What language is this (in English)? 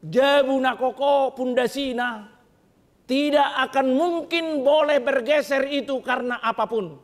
Batak Toba